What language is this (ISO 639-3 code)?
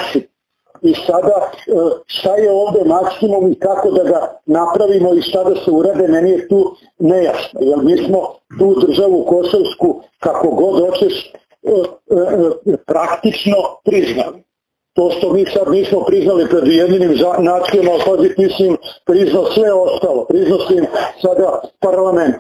srp